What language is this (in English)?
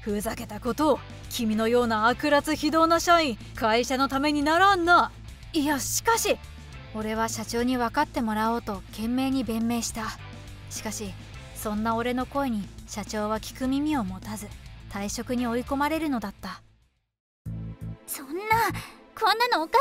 Japanese